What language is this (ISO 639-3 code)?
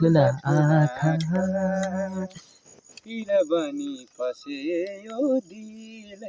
nep